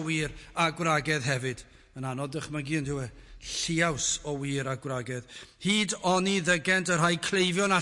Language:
Welsh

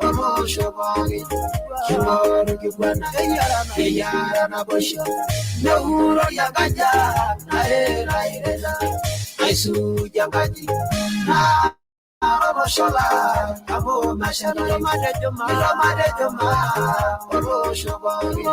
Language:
Masai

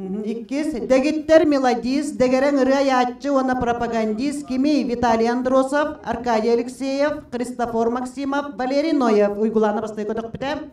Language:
Yakut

